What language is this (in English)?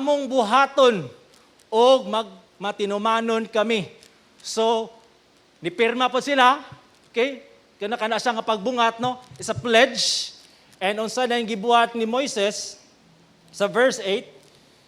Cebuano